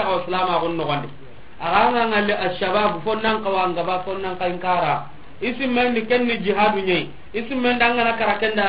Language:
Soninke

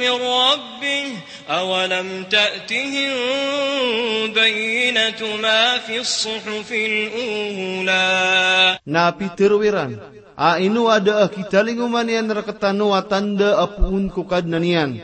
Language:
Maranao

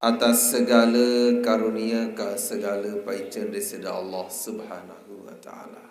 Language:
Sasak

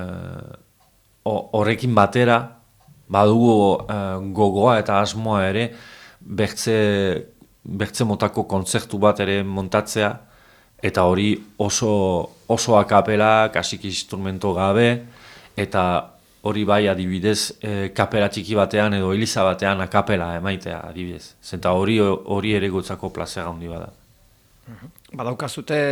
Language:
Basque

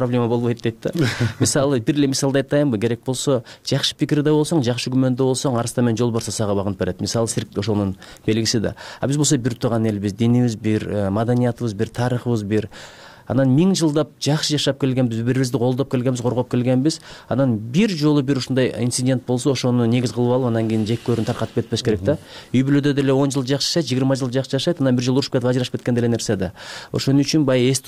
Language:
Kyrgyz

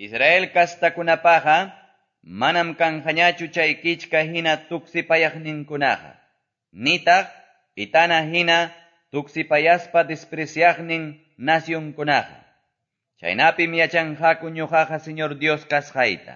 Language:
Quechua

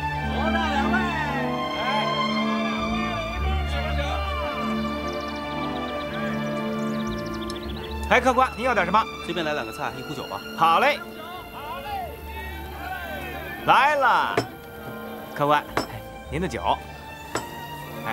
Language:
Chinese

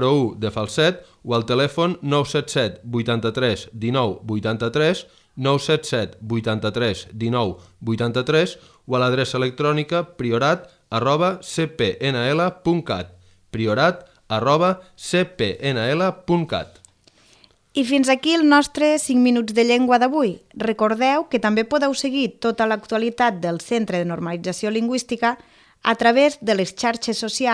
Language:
Catalan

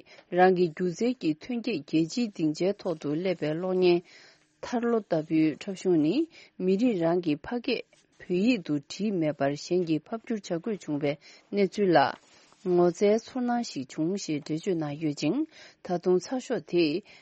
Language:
Tibetan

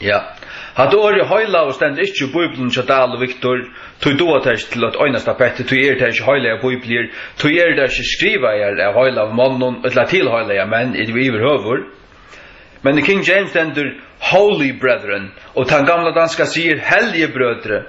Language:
Faroese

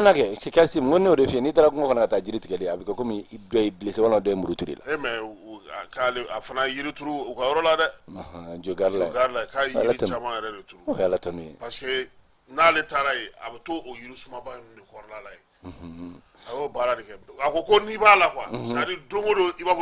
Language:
Bambara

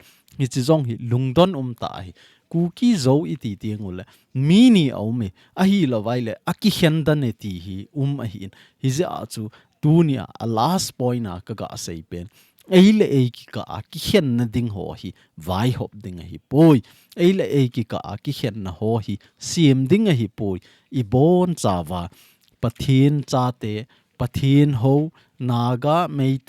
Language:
Thado Chin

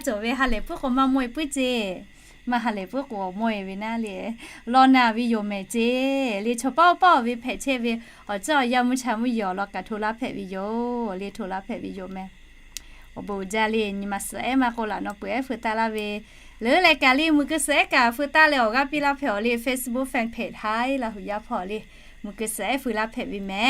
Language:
Lahu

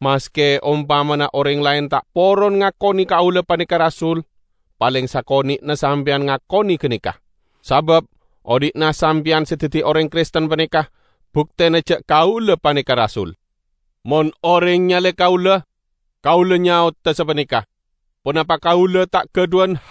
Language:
Madurese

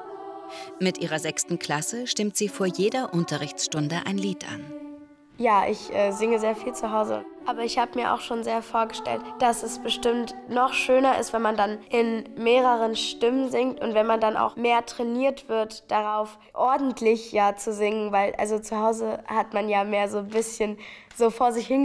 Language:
German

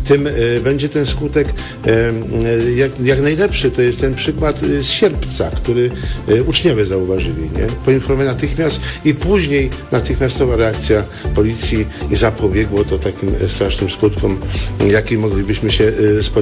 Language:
Polish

